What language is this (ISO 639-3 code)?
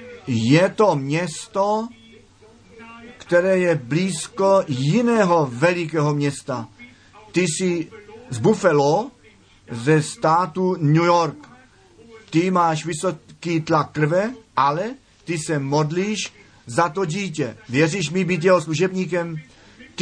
ces